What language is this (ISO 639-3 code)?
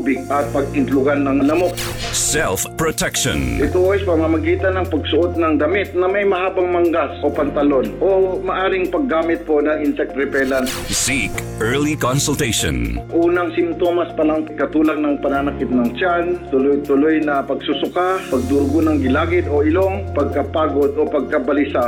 fil